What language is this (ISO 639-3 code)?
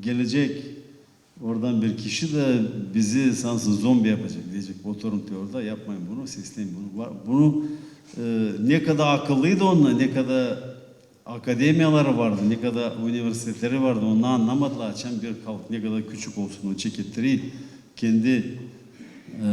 gag